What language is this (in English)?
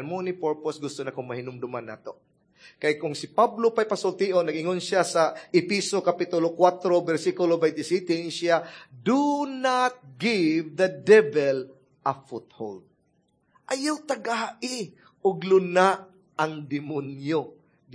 Cebuano